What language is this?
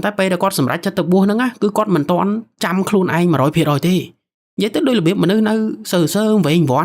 Khmer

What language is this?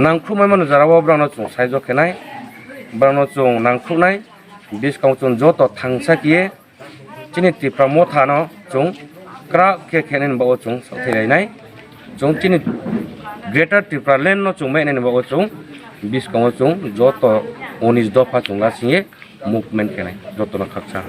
Kok Borok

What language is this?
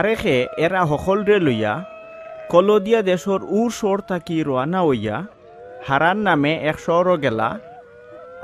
Sylheti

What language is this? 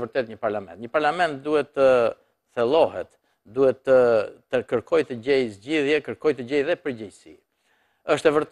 Albanian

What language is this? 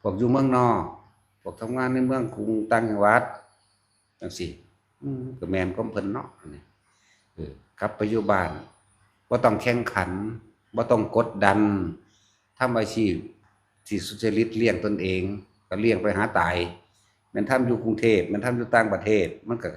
Northeastern Thai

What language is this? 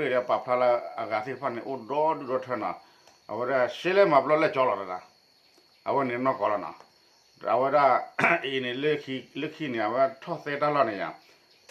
S'gaw Karen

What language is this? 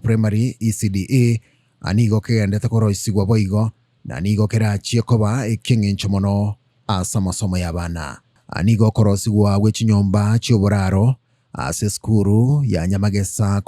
Gusii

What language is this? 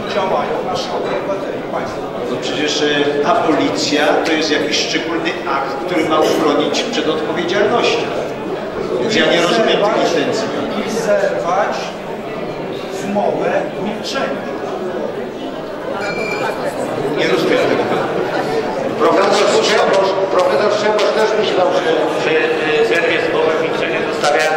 Polish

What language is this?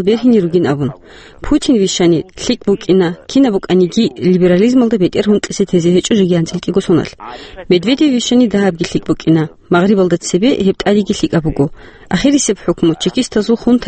Avaric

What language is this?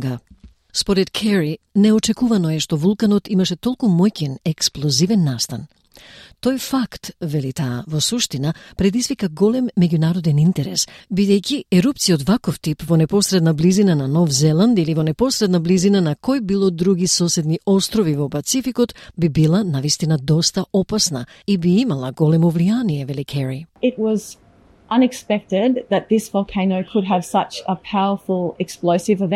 Macedonian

